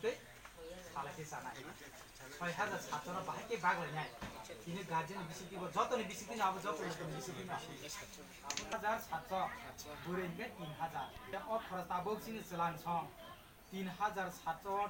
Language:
Kok Borok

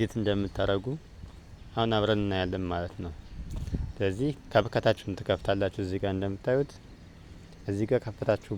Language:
Amharic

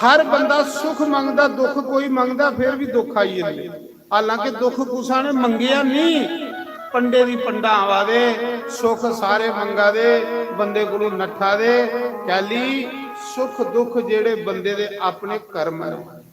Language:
Dogri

